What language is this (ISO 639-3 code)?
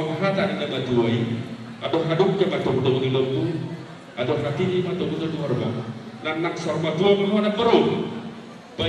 bbc